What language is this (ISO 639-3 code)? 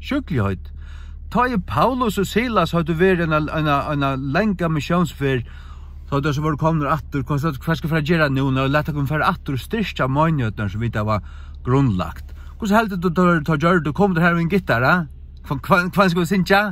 fao